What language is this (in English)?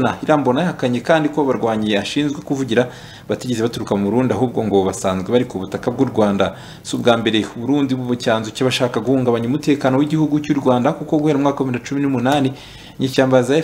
Kinyarwanda